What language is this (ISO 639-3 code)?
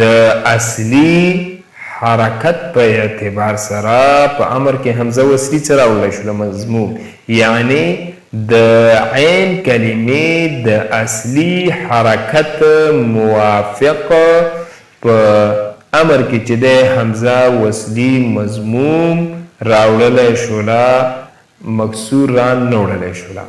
pus